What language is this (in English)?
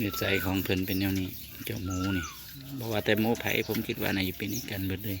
Northeastern Thai